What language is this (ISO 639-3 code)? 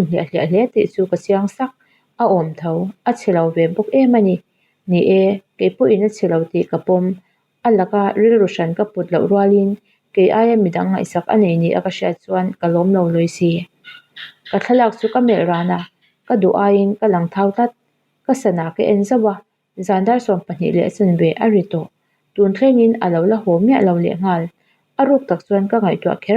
lus